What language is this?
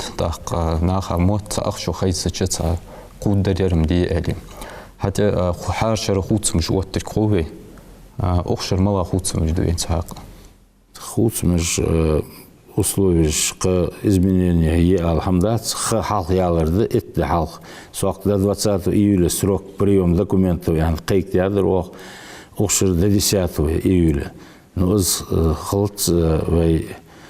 Ingush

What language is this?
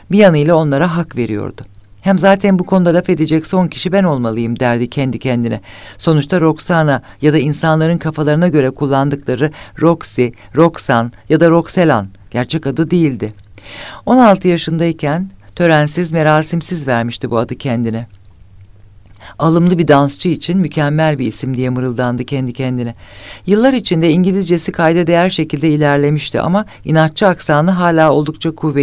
Turkish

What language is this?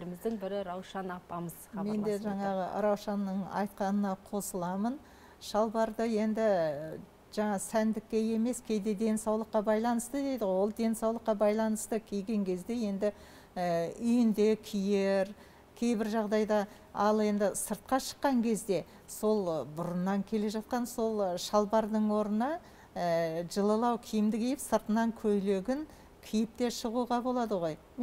Kazakh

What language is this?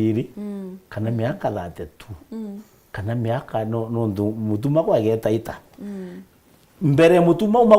Meru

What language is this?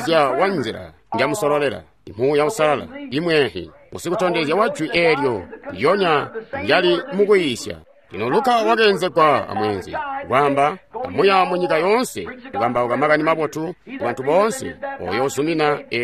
Tonga (Zambia)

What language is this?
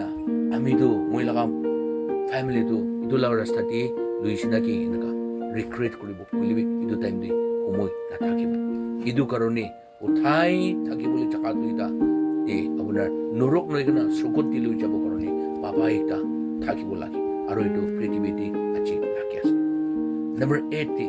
Naga Pidgin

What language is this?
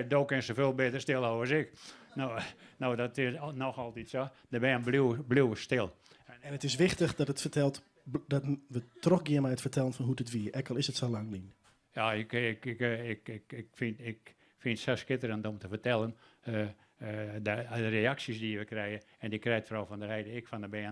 Western Frisian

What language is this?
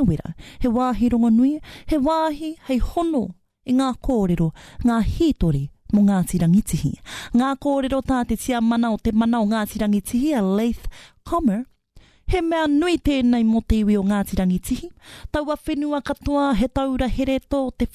Māori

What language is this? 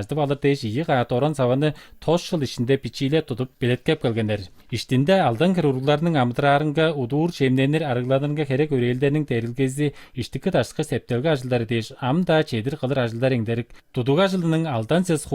Tuvinian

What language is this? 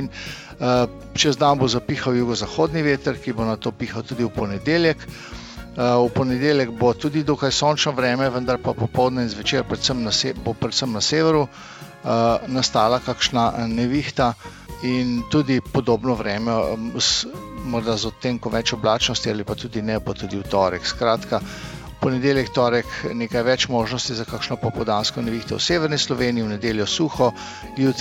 Slovenian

